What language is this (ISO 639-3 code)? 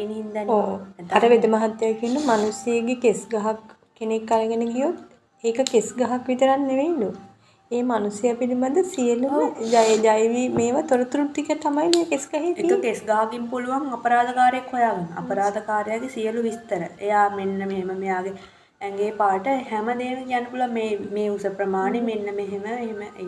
sin